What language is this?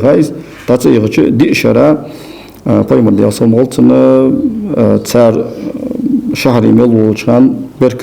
Ingush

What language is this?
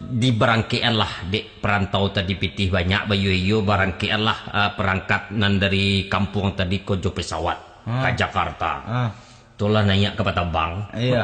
Minangkabau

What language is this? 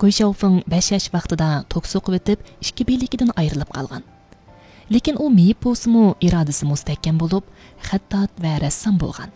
Uyghur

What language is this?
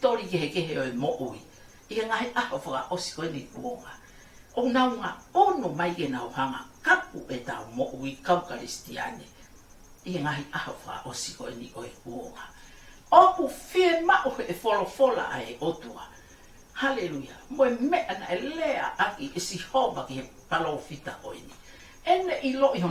Tongan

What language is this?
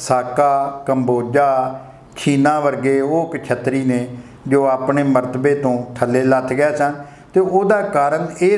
Punjabi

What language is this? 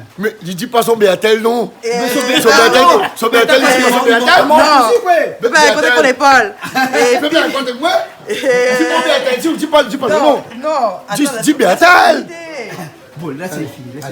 Réunion Creole French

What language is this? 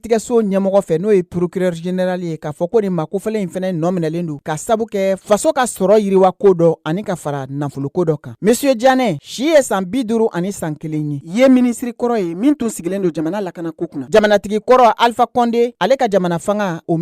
Bambara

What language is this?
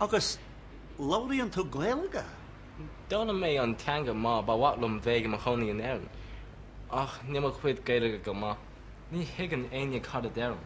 Irish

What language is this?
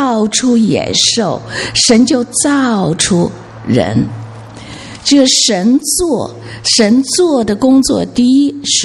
Chinese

